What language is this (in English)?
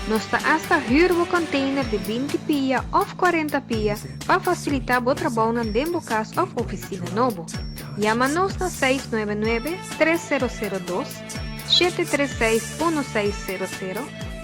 Papiamento